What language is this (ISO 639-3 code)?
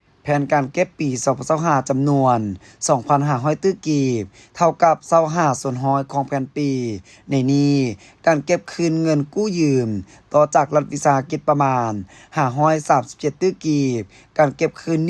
lao